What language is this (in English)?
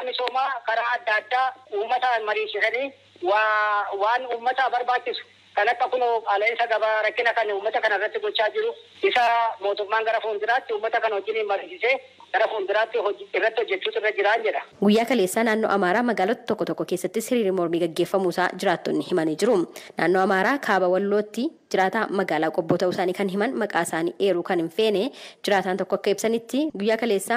Oromo